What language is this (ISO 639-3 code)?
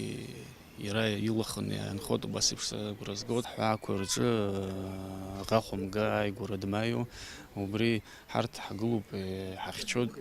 abk